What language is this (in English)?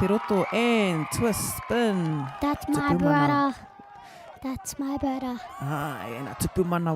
Māori